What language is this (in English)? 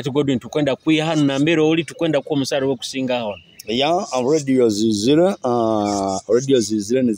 Nyoro